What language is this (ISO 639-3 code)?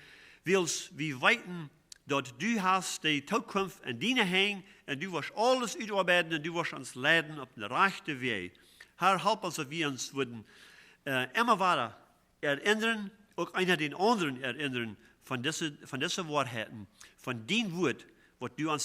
pdt